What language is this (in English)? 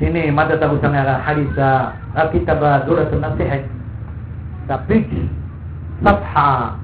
Maranao